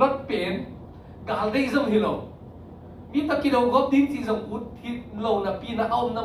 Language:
Tedim Chin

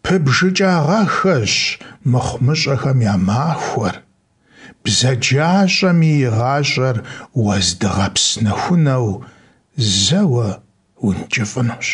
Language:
Kabardian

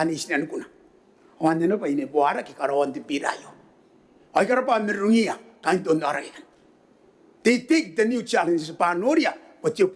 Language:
Gilbertese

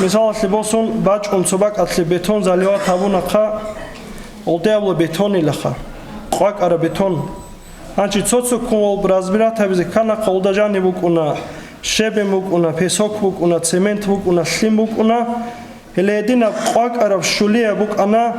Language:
Avaric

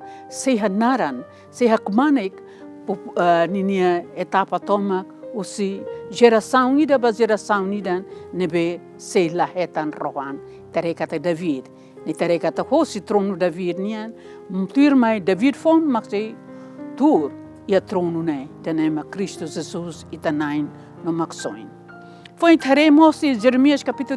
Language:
Tetum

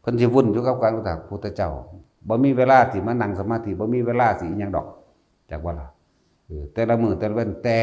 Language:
Northeastern Thai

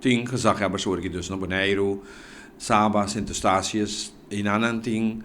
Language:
Papiamento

